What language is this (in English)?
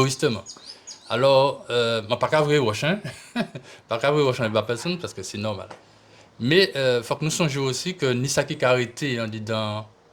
Guadeloupean Creole French